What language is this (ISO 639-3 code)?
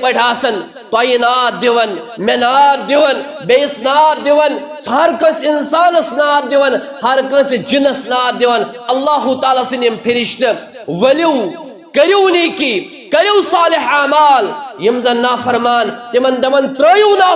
kas